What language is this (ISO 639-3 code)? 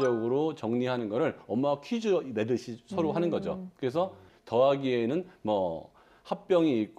kor